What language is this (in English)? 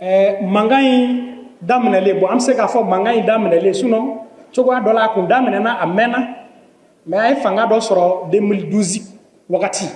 Bambara